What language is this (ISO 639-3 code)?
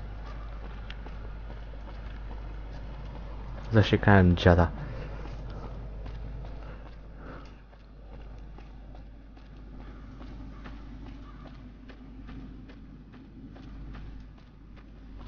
pol